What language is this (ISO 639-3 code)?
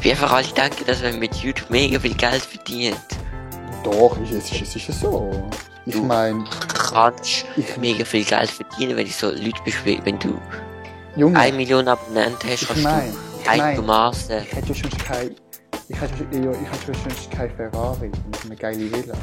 gsw